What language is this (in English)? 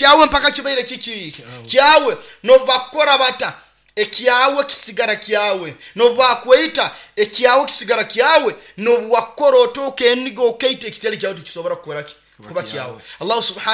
Nyoro